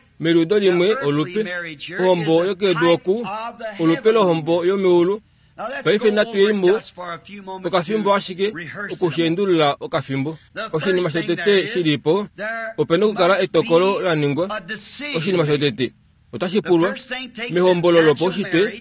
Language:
Kuanyama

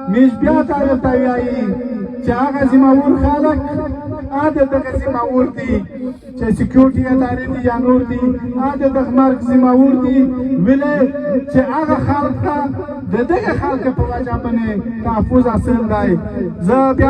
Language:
Pashto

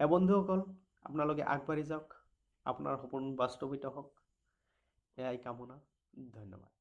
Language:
Assamese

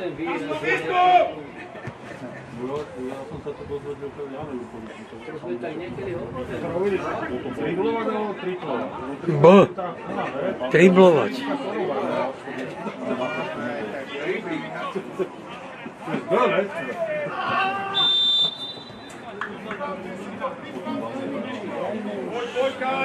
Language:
Slovak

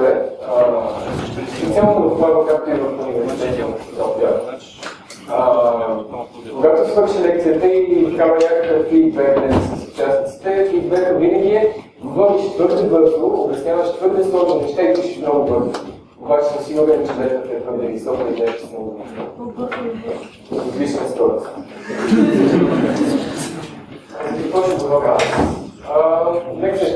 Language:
Bulgarian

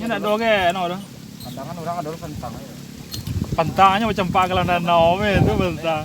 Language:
Minangkabau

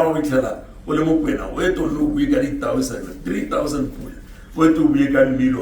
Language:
Tswana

